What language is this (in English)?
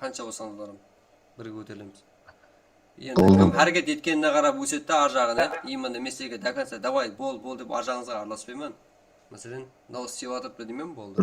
Kara-Kalpak